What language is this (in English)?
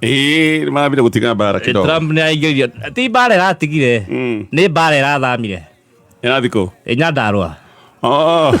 Kikuyu